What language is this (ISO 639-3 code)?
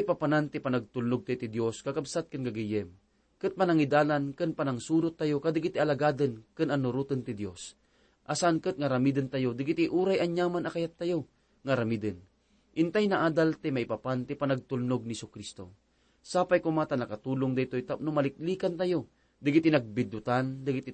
ilo